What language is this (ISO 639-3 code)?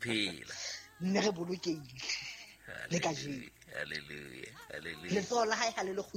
sot